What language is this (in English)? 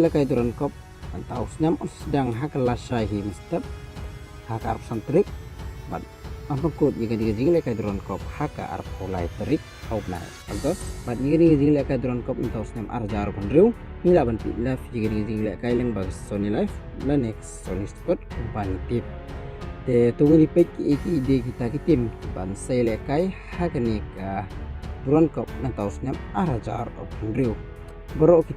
Khasi